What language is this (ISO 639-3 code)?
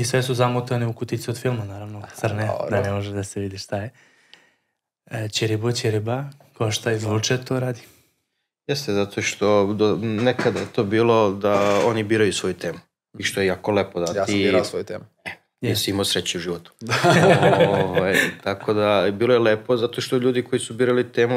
srp